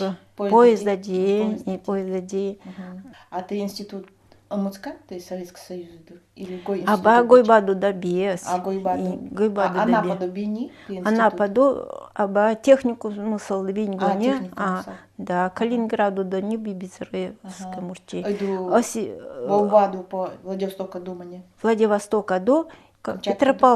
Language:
Nanai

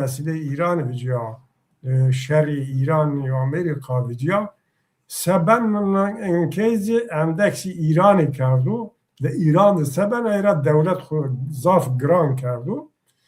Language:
Zaza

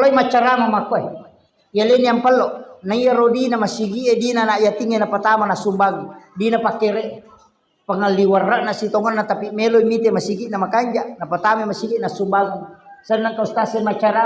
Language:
Buginese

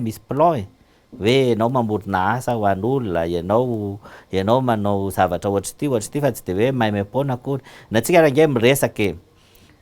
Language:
Malagasy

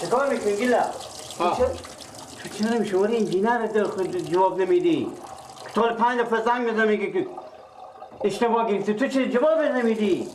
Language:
Persian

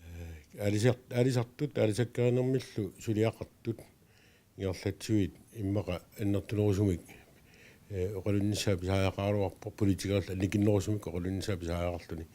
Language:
Kalaallisut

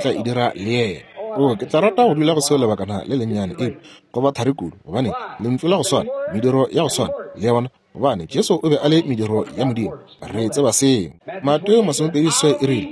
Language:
Northern Sotho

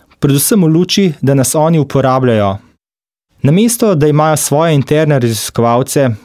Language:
Slovenian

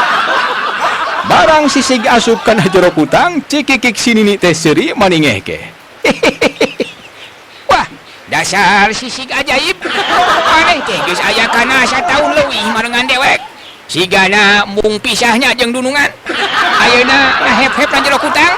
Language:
Sundanese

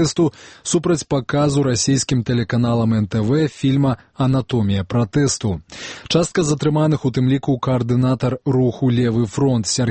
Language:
Belarusian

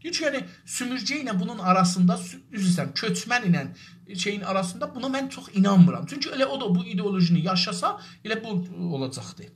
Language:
South Azerbaijani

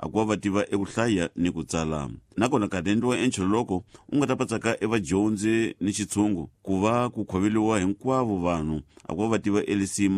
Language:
Tsonga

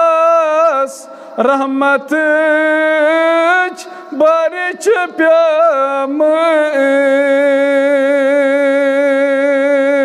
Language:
Kashmiri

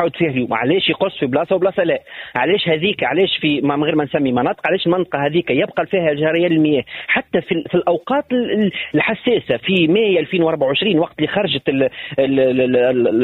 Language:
Tunisian Arabic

